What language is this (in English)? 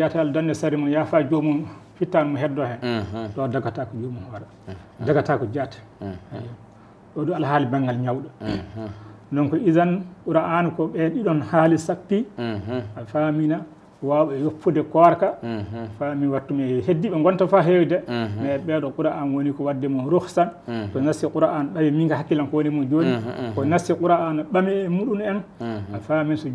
Fula